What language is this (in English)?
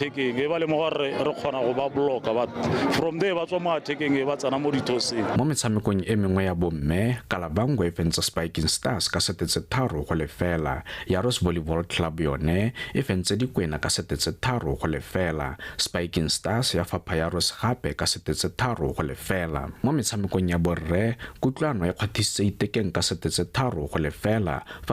Tswana